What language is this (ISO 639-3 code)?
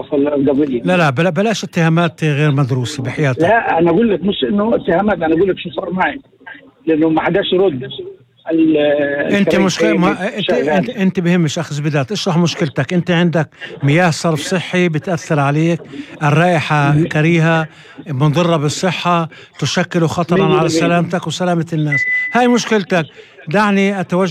apc